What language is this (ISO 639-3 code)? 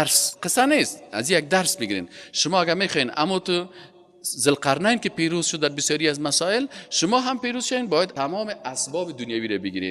fas